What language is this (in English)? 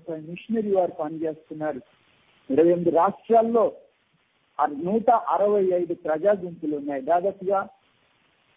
Telugu